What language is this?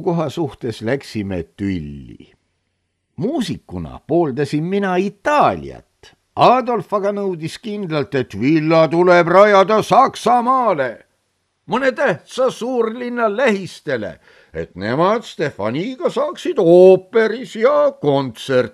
Estonian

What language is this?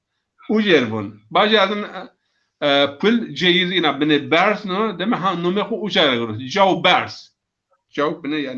Zaza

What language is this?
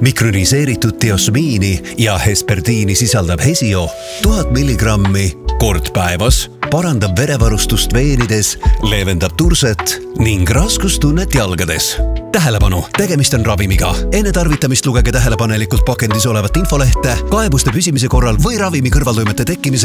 Estonian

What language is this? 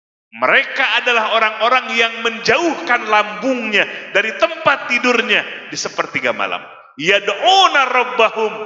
Indonesian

